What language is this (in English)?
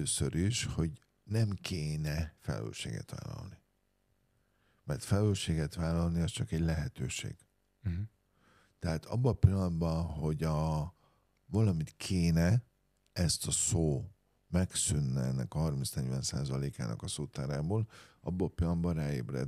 Hungarian